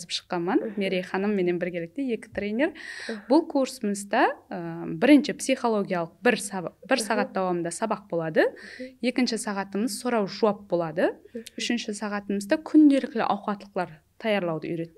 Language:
Kara-Kalpak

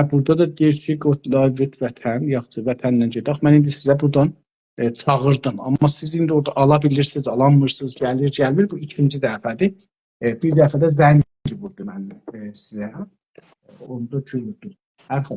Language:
South Azerbaijani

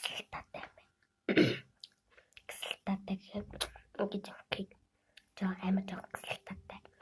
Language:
Mongolian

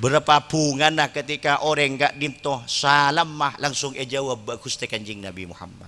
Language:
Madurese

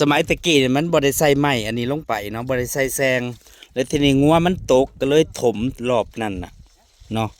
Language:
Northeastern Thai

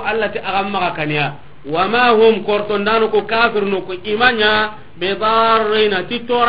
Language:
Soninke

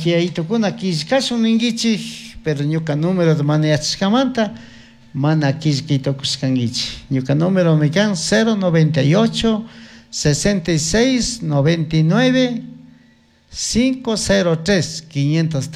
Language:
Chimborazo Highland Quichua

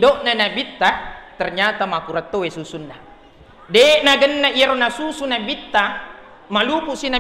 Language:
Buginese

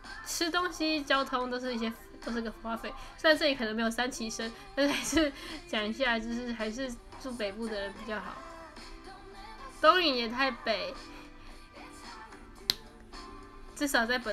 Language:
Chinese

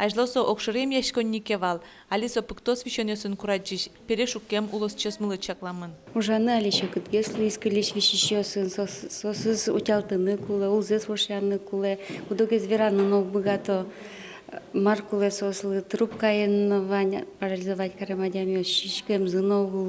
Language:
Udmurt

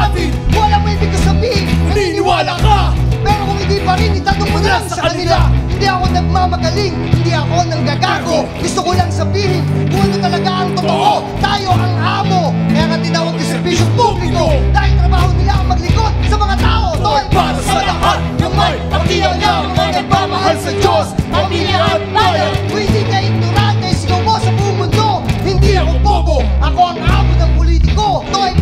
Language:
Filipino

